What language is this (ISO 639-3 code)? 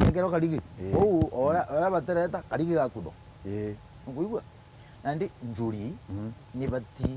mer